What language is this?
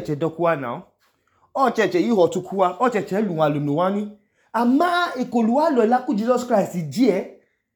Idoma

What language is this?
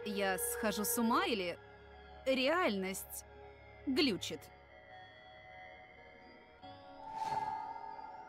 Russian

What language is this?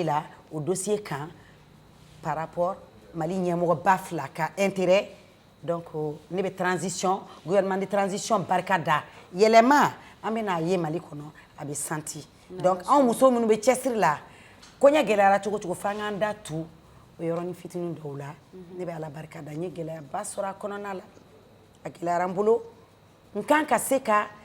Bambara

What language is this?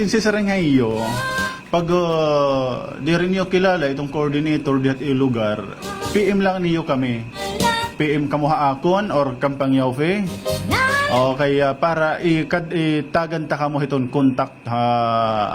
Waray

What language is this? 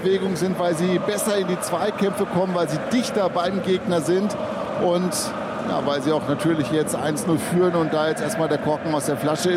German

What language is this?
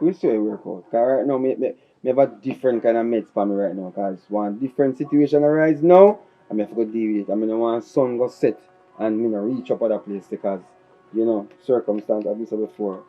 Jamaican Creole English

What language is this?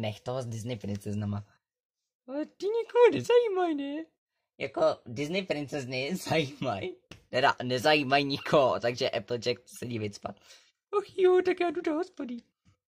Czech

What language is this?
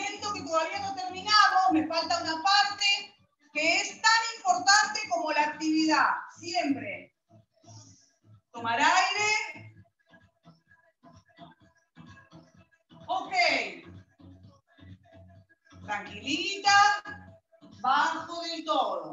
Spanish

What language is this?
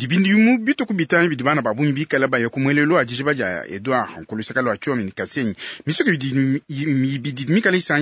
Luba-Lulua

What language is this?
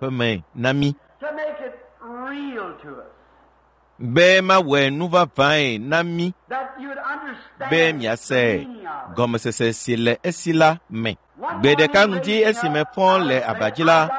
Ewe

